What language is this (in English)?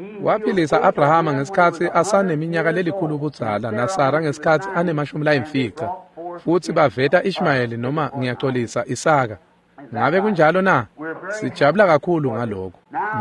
Swati